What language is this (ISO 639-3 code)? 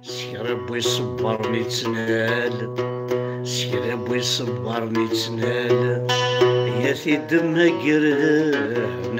kab